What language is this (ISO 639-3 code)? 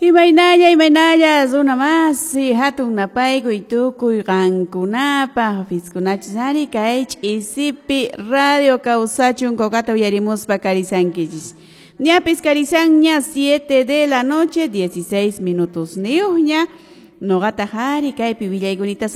que